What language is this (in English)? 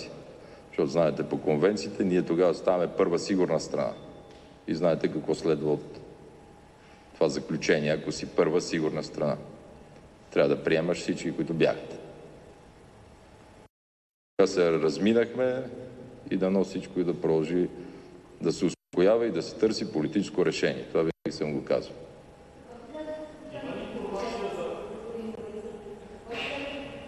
Bulgarian